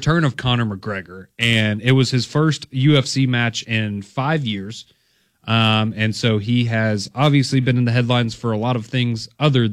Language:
English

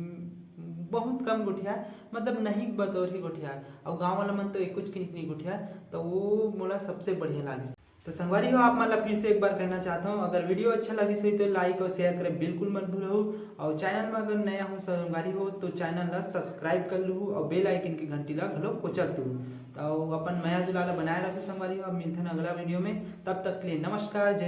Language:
Chhattisgarhi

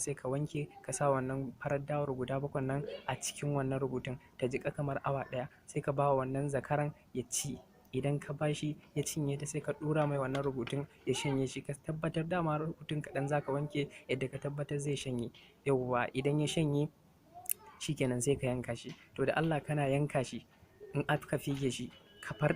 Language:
Hausa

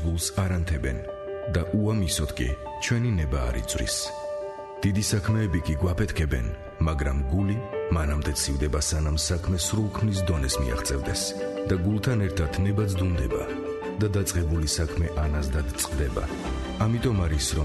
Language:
Georgian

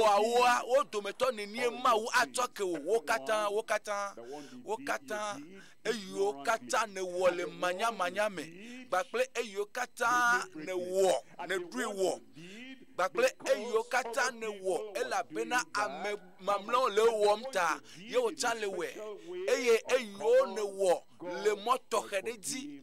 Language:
Ewe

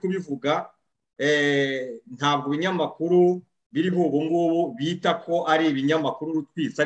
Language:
Kinyarwanda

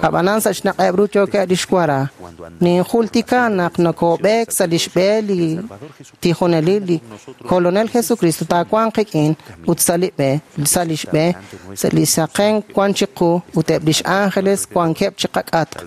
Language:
Kekchí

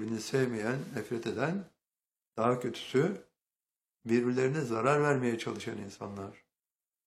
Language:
Turkish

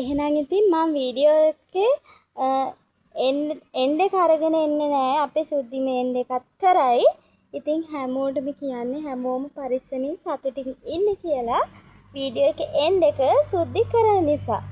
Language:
Sinhala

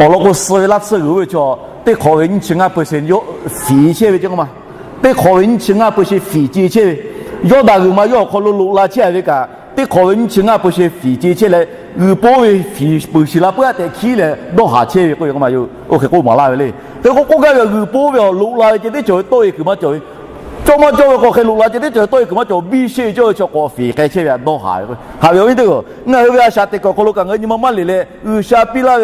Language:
Lahu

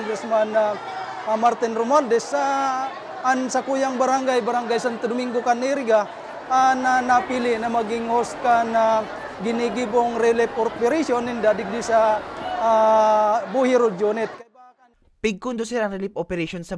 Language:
Bikol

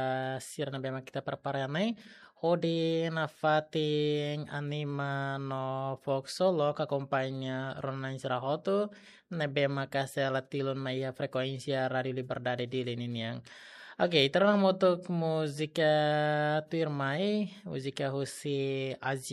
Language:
Tetum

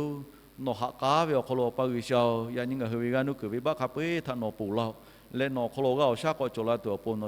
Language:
Lahu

